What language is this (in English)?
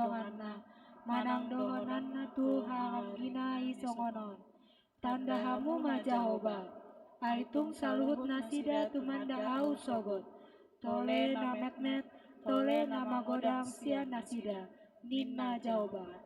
Batak Toba